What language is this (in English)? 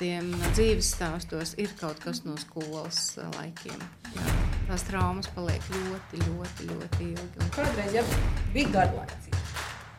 Latvian